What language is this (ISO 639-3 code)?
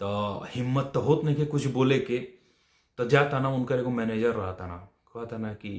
bho